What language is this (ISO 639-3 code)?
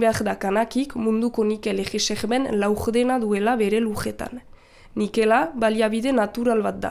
eus